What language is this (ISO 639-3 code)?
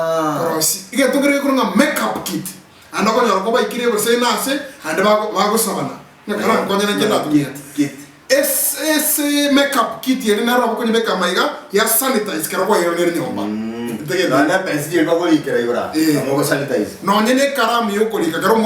guz